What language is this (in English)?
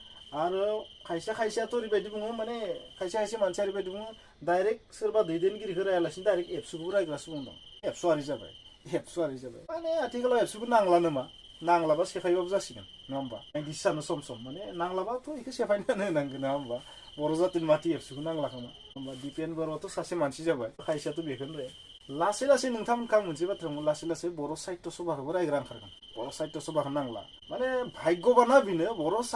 Bodo